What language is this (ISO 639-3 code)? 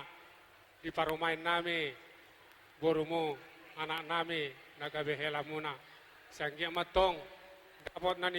bbc